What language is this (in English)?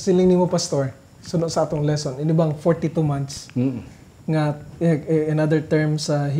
Hiligaynon